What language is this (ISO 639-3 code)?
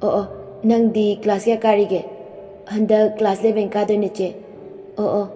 mni